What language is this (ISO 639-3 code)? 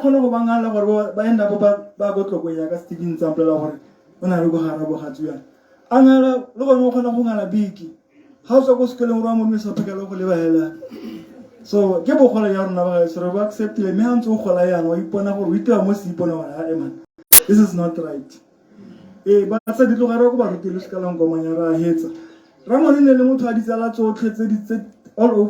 tsn